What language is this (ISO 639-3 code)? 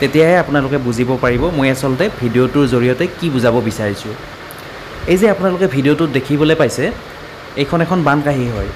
asm